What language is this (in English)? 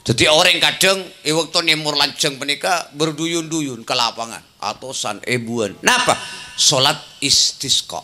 Madurese